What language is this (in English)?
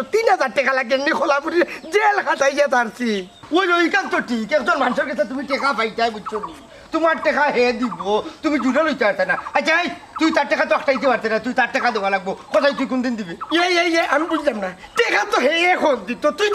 Sylheti